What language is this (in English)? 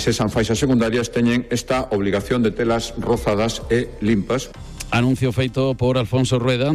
Galician